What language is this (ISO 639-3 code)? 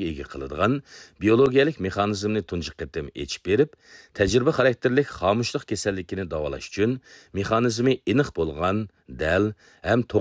uig